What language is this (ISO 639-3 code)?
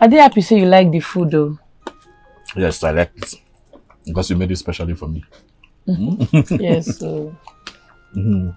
pcm